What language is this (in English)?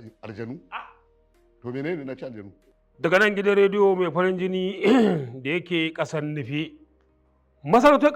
Hausa